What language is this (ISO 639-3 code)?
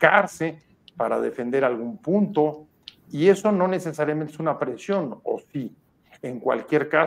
spa